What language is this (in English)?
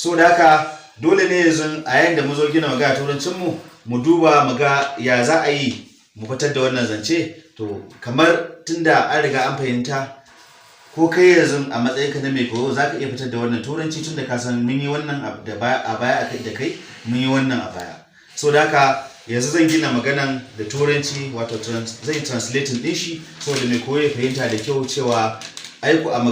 Hausa